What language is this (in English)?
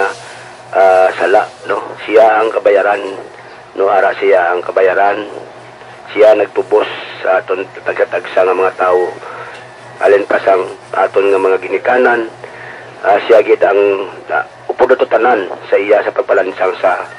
Hiligaynon